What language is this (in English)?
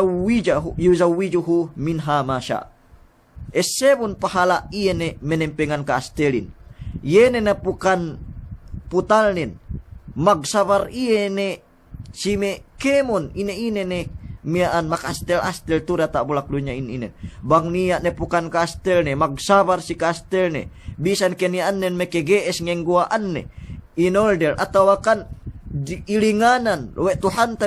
Yakan